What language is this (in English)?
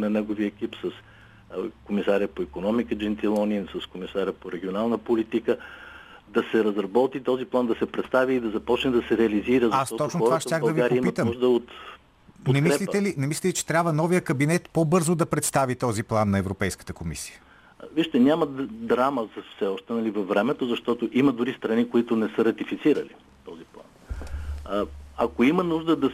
Bulgarian